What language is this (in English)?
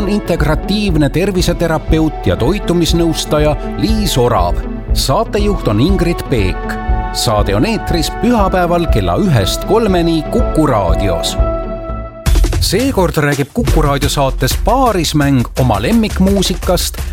Estonian